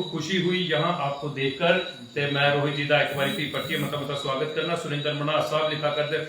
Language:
Dogri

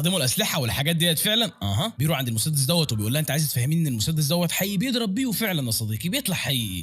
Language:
Egyptian Arabic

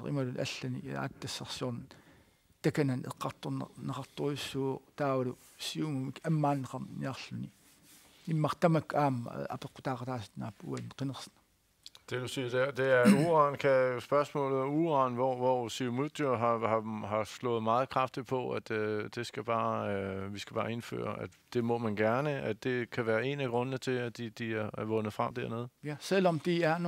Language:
Kalaallisut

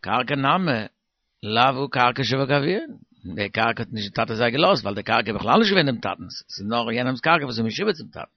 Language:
Yiddish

